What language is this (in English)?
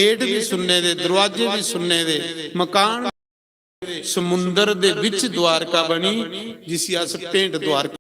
Dogri